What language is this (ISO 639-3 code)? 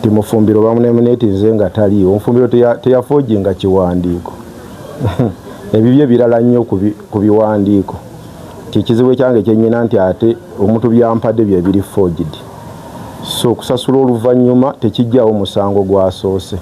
lug